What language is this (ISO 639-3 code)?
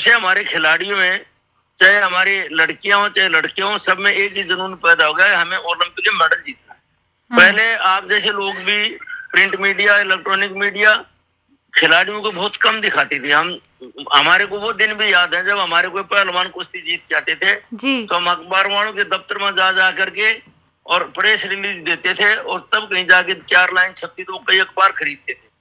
hin